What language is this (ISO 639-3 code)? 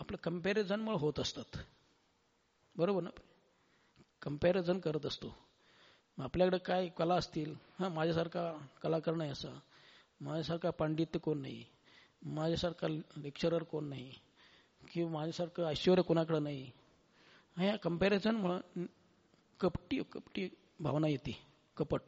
mar